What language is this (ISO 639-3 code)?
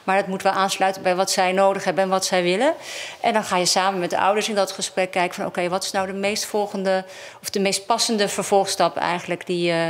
nld